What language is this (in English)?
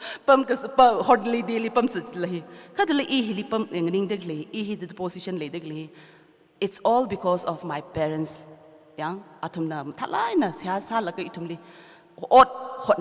Tangkhul Naga (India)